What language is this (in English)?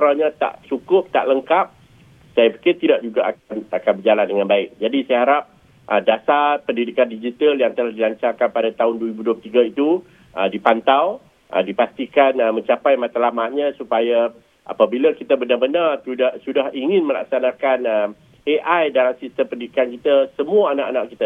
Malay